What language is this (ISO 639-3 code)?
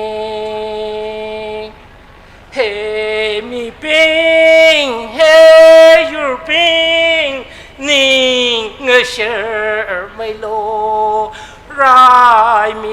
nmf